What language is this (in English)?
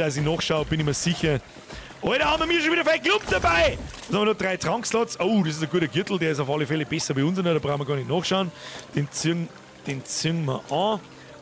Bavarian